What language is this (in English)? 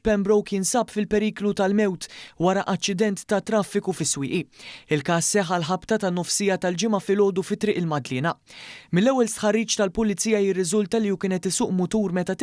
Maltese